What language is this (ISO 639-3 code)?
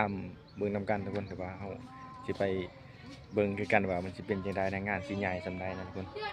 lao